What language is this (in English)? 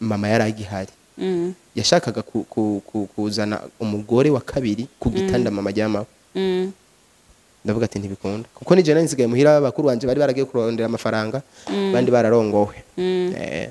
Rundi